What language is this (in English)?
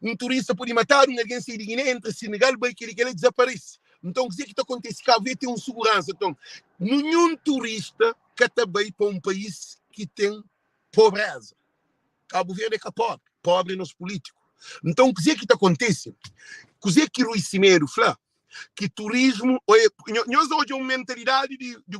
Kabuverdianu